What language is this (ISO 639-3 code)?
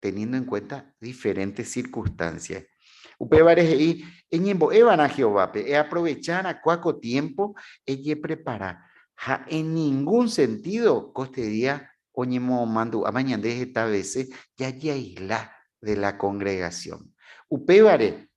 grn